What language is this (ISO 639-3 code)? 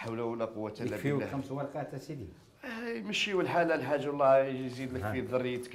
arq